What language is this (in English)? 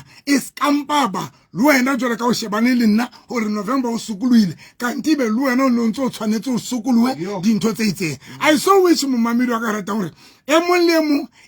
Southern Sotho